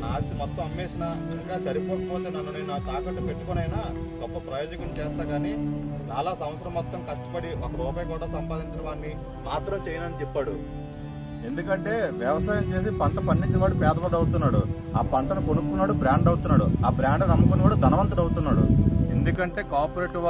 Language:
Telugu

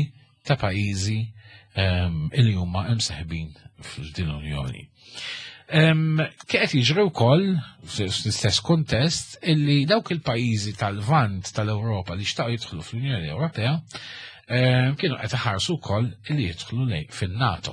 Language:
Maltese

